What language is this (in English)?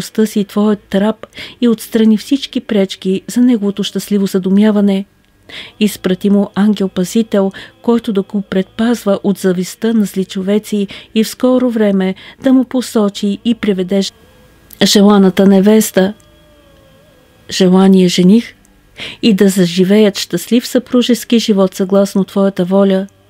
Bulgarian